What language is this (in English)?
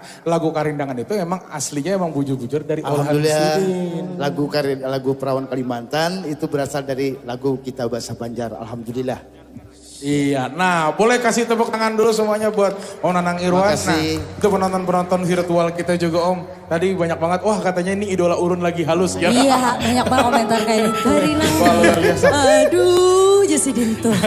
Banjar